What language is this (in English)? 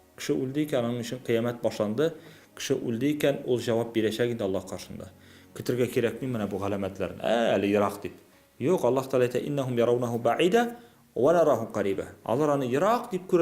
Tatar